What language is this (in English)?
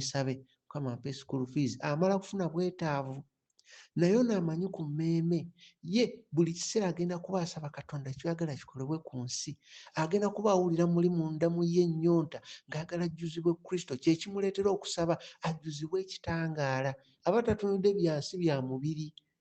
Ganda